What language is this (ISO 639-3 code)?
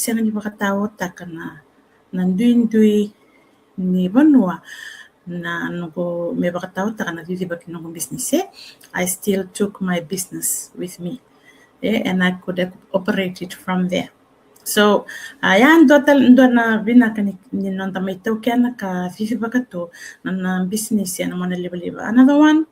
fij